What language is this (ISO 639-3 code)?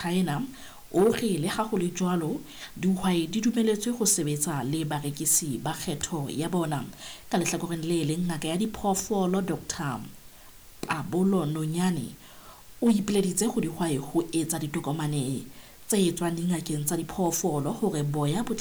sot